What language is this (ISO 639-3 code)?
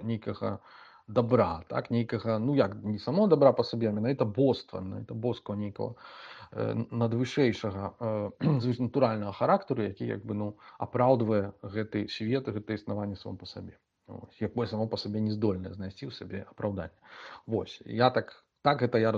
bel